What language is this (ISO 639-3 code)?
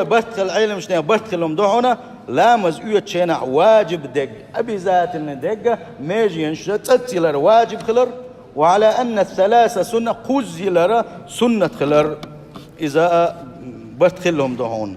che